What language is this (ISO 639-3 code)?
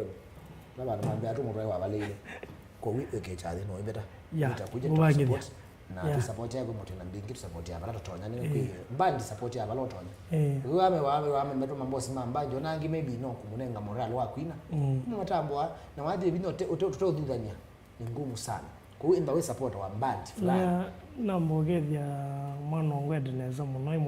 kam